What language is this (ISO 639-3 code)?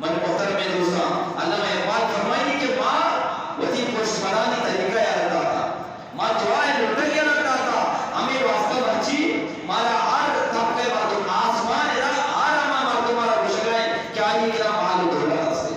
bgp